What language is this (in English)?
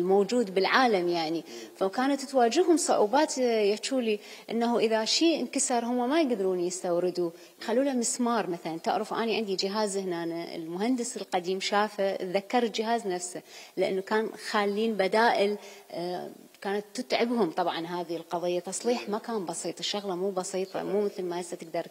Mesopotamian Arabic